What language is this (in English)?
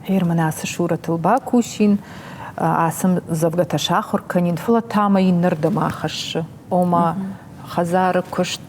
Ossetic